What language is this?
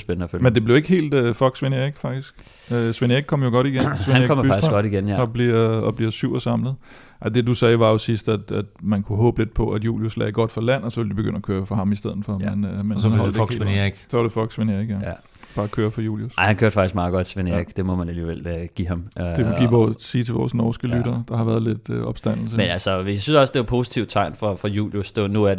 Danish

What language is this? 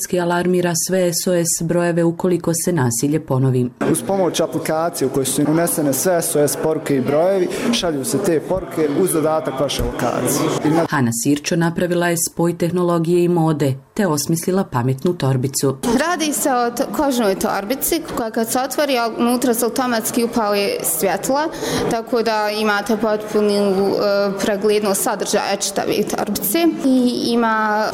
Bosnian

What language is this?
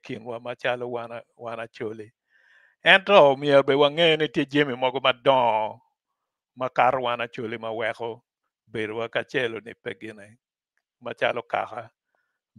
Acoli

